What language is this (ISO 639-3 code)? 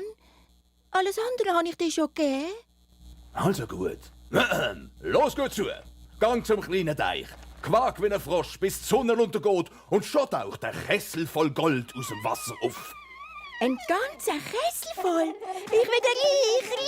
gsw